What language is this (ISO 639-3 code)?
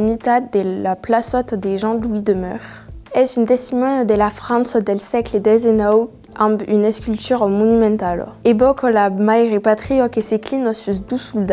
oci